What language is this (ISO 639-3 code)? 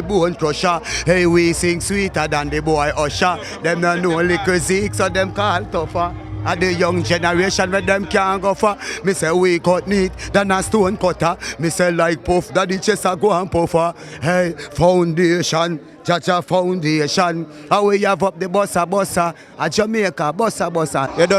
jam